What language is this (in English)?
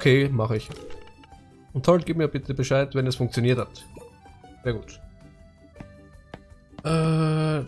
German